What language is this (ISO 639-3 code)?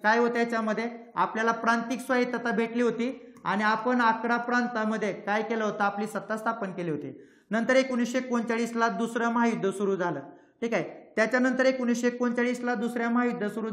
mar